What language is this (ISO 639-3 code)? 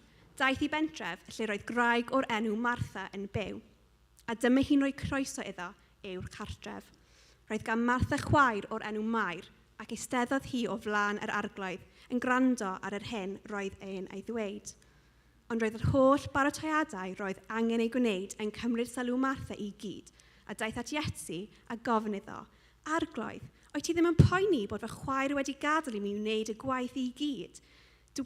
cym